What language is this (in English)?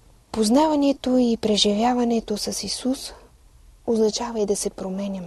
Bulgarian